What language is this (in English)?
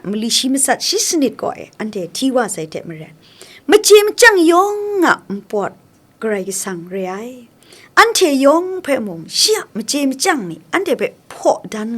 Kachin